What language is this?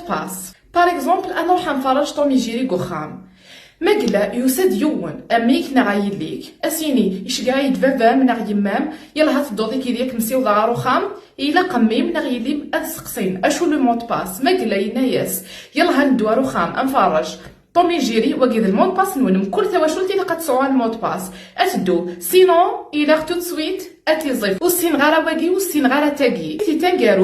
Kabyle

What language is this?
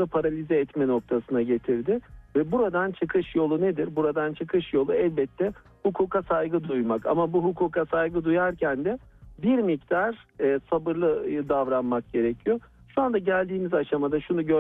Turkish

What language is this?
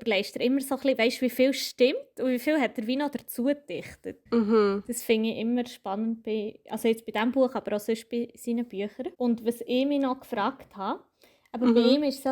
Swiss German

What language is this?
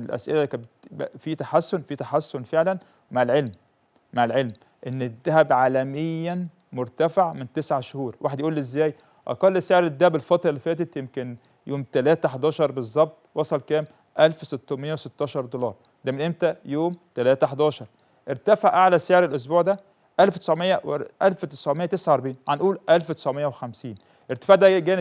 Egyptian Arabic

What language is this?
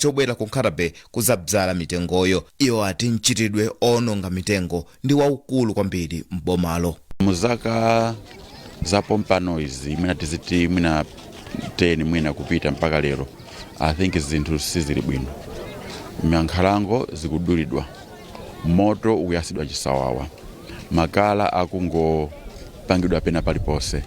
Nyanja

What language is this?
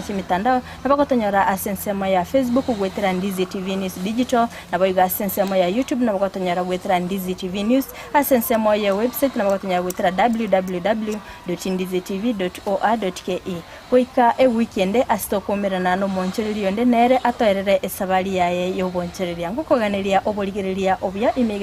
Gusii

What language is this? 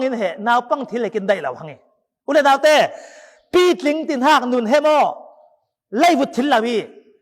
Falam Chin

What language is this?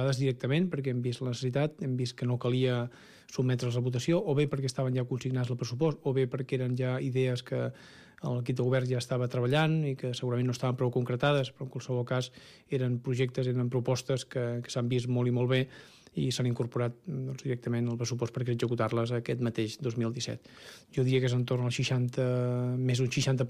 Catalan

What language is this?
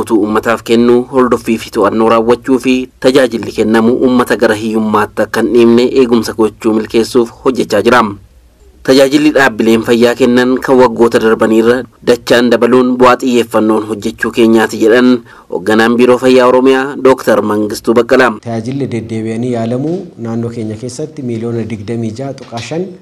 Oromo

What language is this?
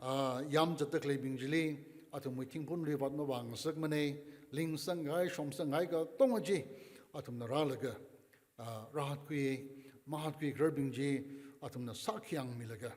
Tangkhul Naga (India)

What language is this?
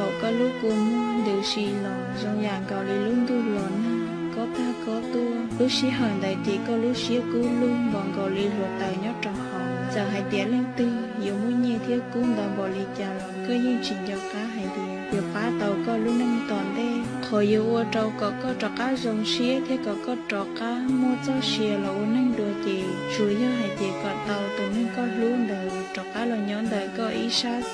Hmong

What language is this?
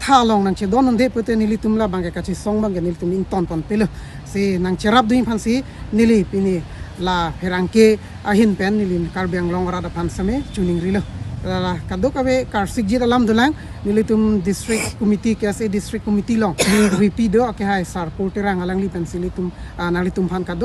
Karbi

